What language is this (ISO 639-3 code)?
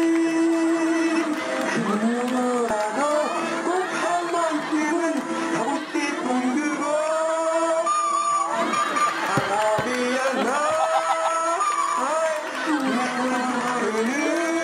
kor